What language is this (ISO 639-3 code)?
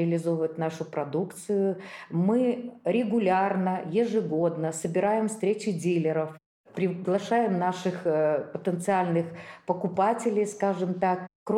rus